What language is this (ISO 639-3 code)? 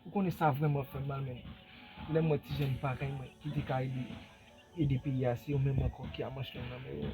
hat